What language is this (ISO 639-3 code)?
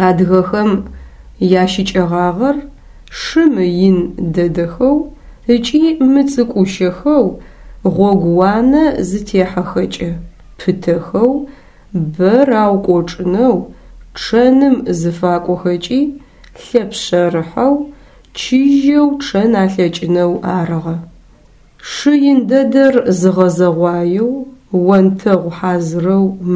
ady